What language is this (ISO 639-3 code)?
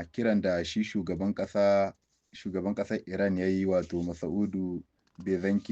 hau